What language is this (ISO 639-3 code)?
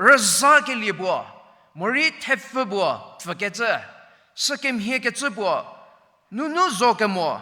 njm